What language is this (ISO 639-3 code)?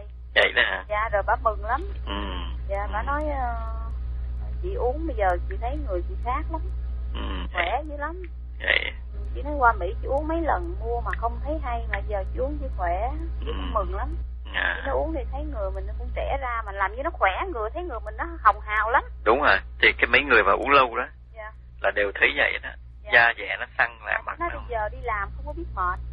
vie